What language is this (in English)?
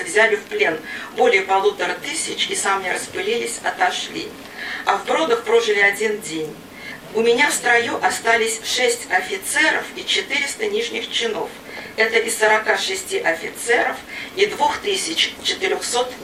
Russian